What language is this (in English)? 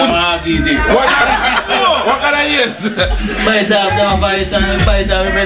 Jamaican Creole English